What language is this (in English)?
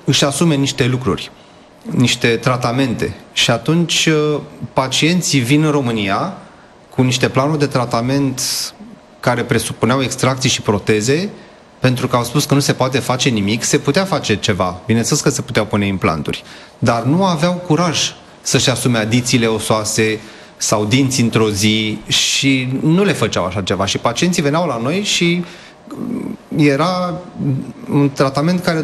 Romanian